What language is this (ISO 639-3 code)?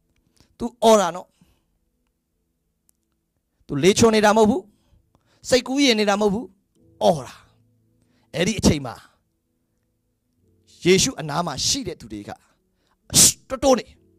mya